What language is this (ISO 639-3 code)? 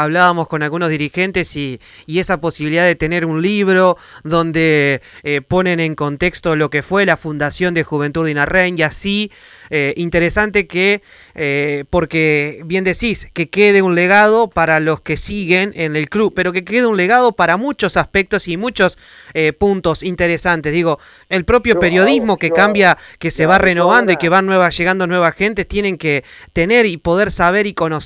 spa